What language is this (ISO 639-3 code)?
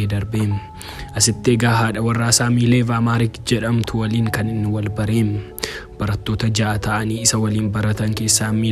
orm